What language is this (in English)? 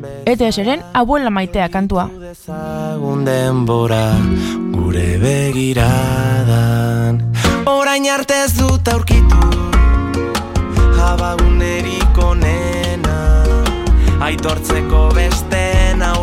Basque